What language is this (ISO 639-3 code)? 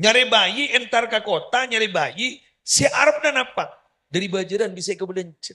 mad